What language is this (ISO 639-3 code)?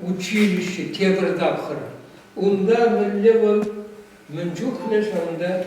chv